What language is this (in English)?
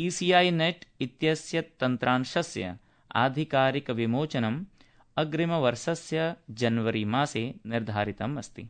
Sanskrit